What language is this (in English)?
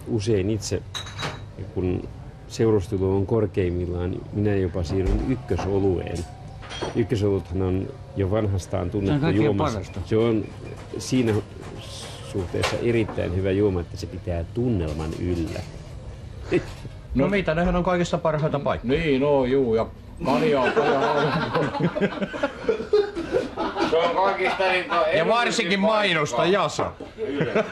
Finnish